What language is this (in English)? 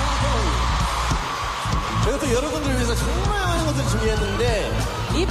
Korean